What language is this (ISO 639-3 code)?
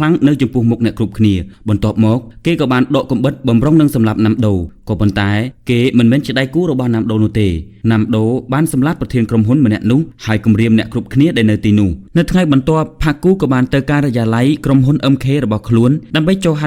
khm